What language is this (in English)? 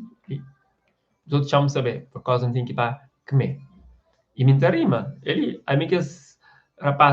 Kabuverdianu